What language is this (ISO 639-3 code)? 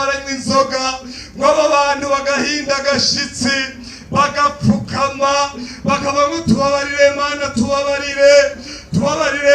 run